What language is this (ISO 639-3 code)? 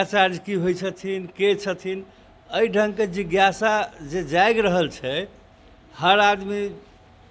mai